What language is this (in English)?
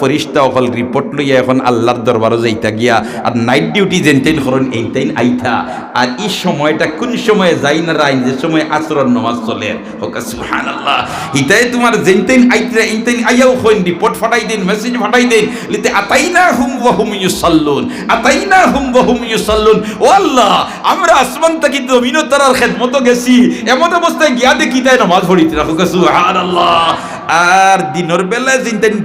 Sylheti